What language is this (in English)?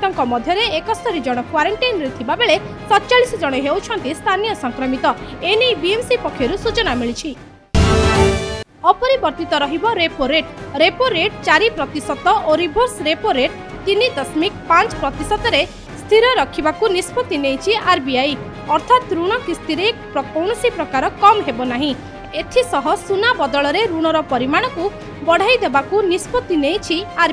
Odia